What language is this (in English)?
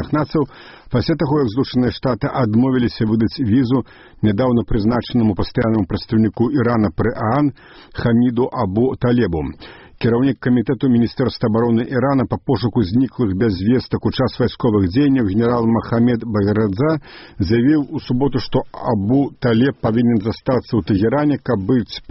Belarusian